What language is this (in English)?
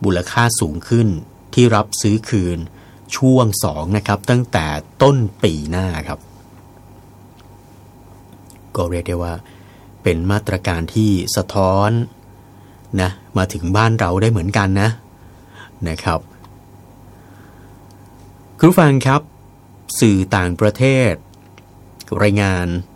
Thai